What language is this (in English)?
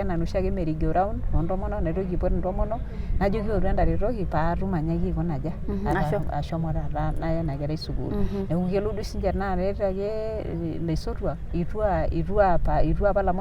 Masai